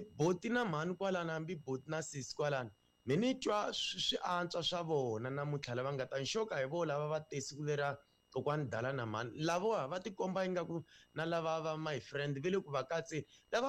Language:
Tsonga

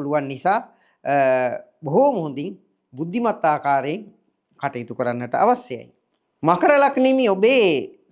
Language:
Sinhala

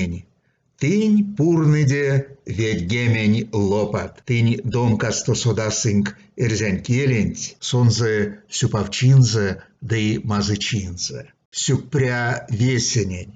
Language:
Erzya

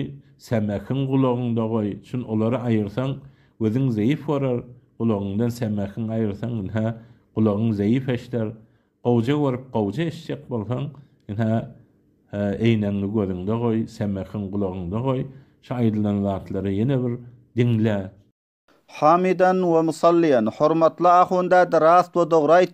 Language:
Turkmen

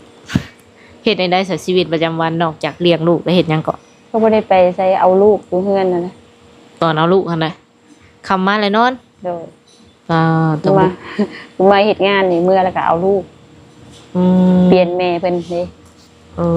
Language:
Lao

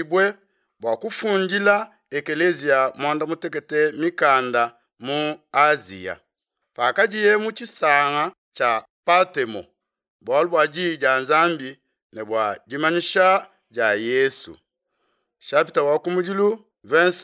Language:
Luba-Lulua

